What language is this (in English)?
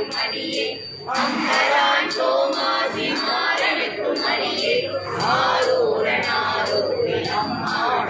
Tamil